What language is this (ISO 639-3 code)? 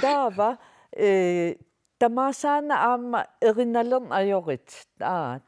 kal